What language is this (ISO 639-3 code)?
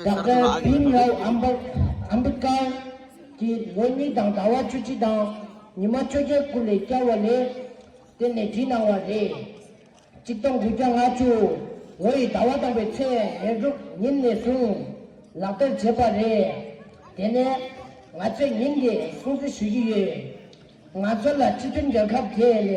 bod